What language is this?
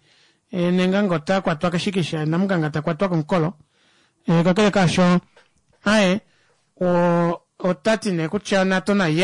Kuanyama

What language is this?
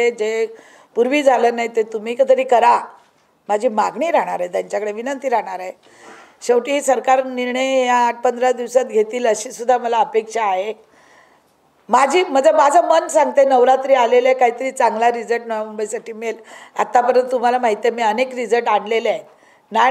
Marathi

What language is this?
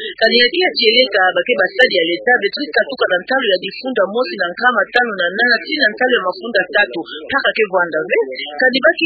Kituba (Democratic Republic of Congo)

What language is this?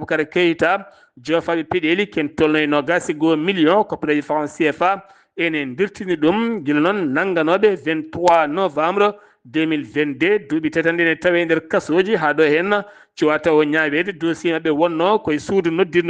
Fula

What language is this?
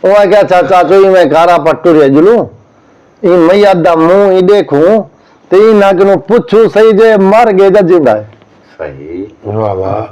Saraiki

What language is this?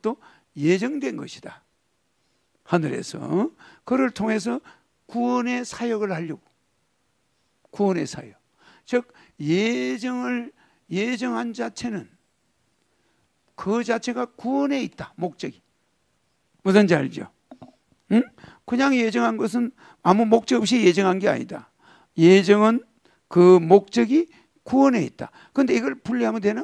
Korean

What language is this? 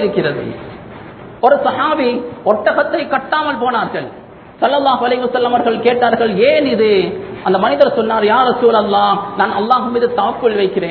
Tamil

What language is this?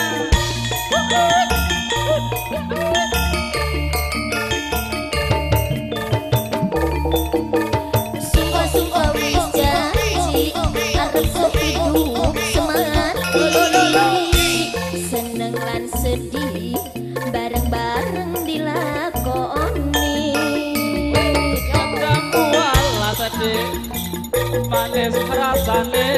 Javanese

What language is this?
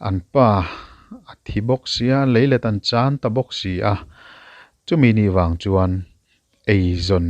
Mizo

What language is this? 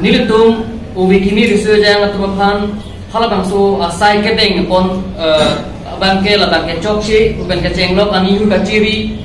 Karbi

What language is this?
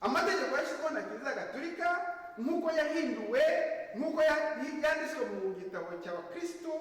Kinyarwanda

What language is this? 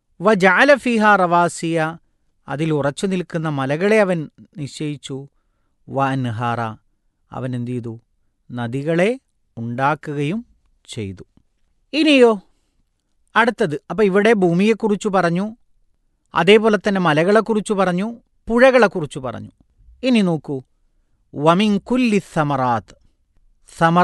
Malayalam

